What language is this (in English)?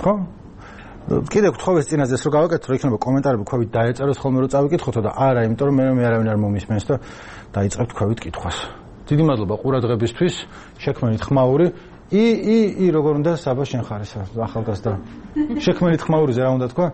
Georgian